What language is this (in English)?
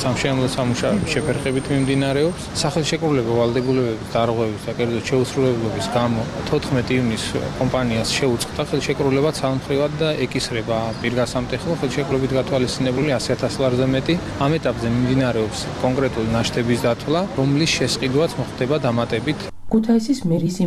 Georgian